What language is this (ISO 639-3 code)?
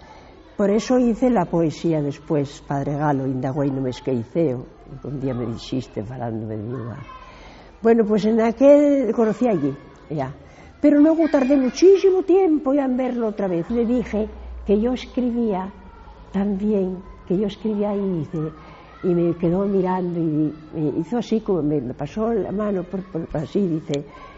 ast